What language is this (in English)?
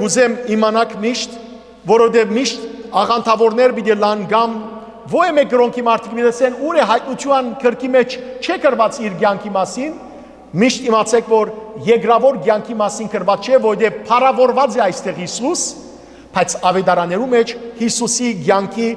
Western Armenian